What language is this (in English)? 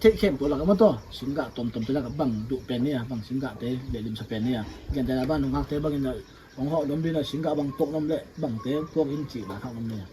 Tedim Chin